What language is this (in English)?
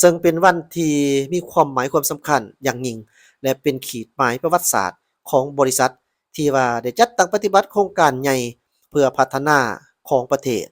Lao